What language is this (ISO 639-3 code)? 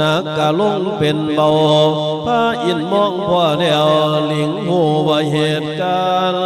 lao